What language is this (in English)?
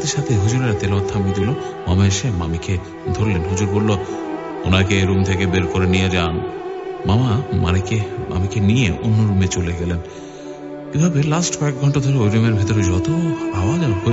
Bangla